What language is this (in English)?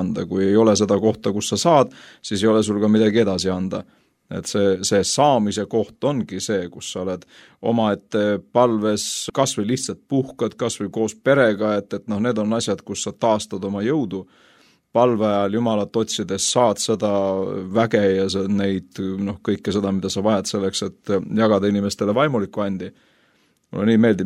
Estonian